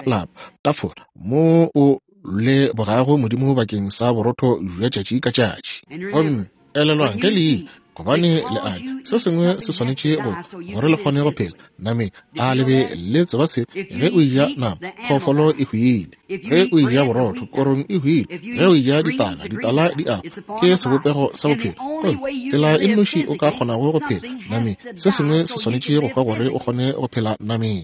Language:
Northern Sotho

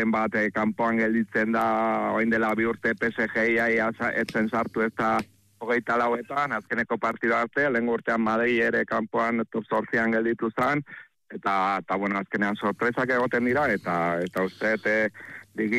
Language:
Basque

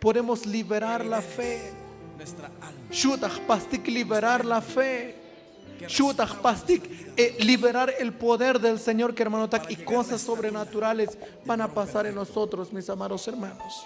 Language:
Tzotzil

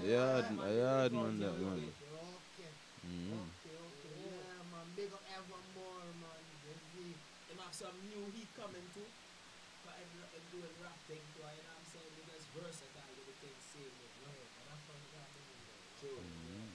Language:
Jamaican Creole English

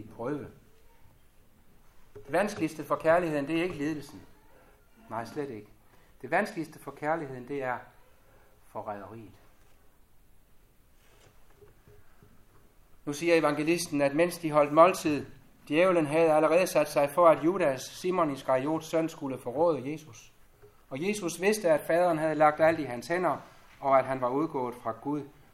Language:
Danish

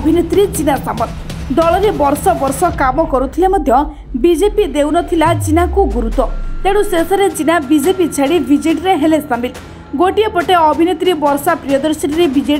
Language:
Odia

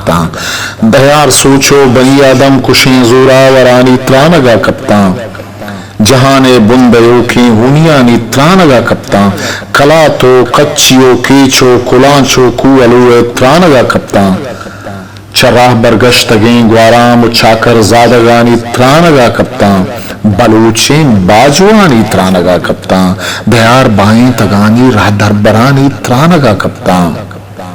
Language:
Eastern Balochi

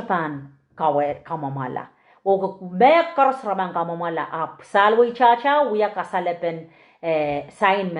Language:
Pohnpeian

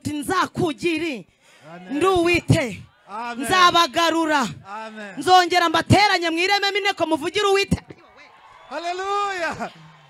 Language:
Kinyarwanda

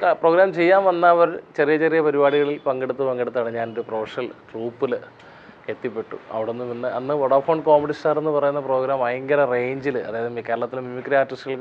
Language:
Malayalam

